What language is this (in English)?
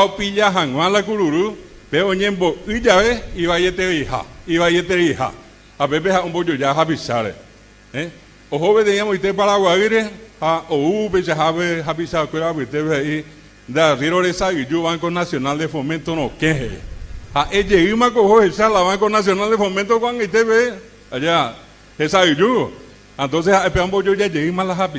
Guarani